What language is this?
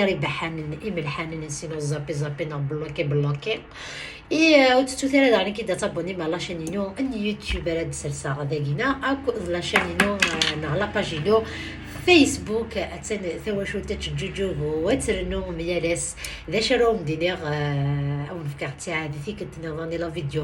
Kabyle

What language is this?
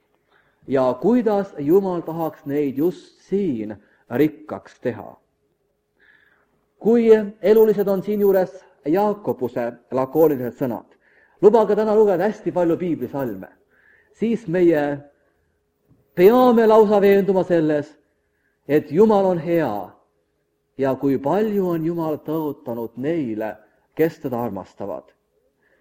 Estonian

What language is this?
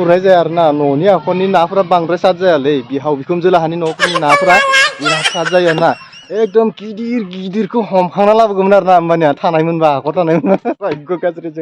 Bodo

